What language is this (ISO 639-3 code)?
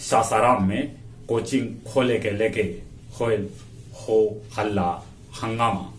mag